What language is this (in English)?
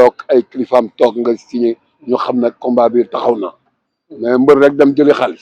Wolof